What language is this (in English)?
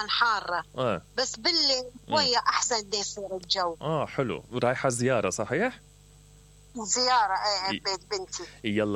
Mesopotamian Arabic